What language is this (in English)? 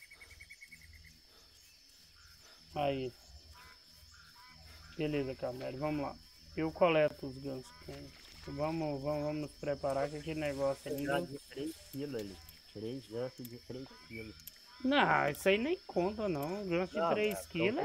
Portuguese